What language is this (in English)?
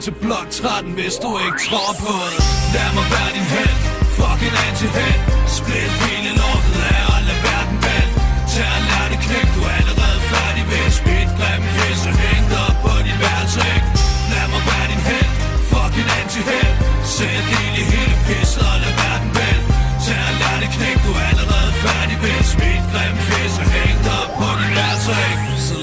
Danish